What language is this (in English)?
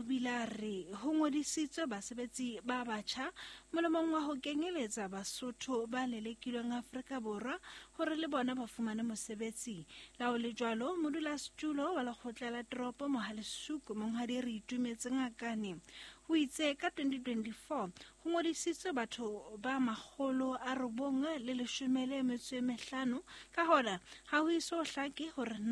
Southern Sotho